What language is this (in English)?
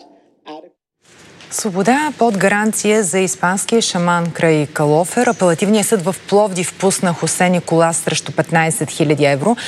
Bulgarian